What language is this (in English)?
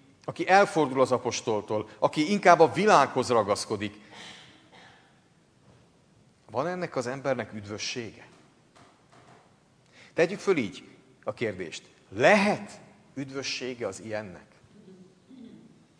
Hungarian